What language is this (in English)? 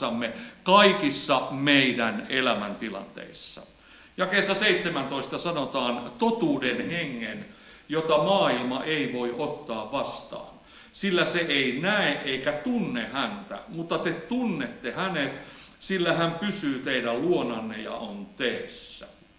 Finnish